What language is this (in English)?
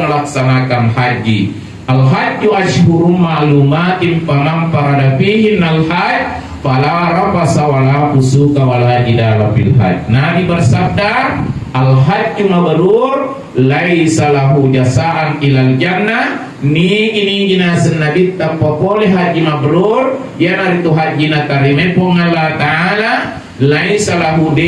Buginese